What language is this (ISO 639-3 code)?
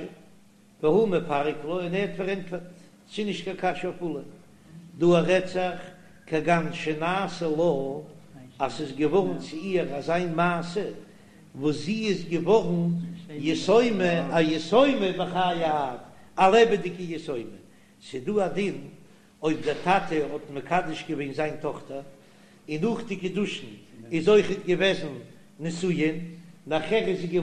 yid